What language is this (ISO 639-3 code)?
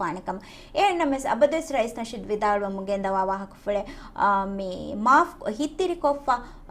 div